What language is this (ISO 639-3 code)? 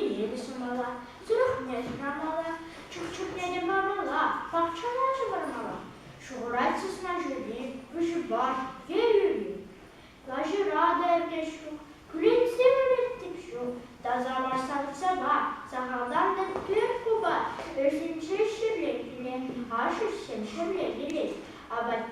chv